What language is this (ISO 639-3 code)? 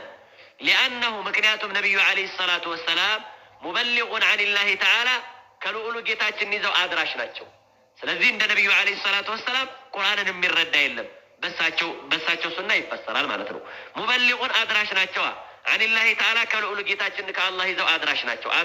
amh